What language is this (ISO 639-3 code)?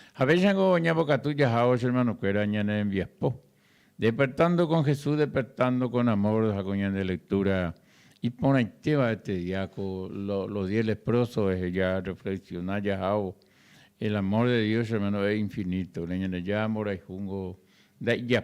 grn